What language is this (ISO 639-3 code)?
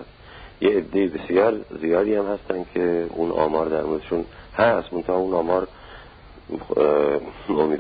fas